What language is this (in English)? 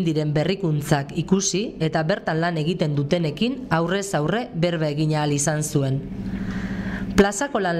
Basque